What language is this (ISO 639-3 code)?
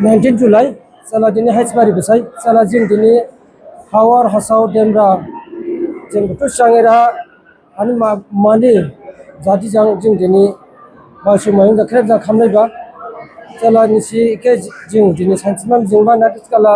dis